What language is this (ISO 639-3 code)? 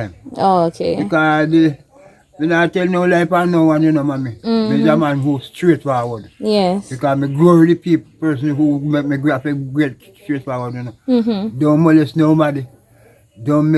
jam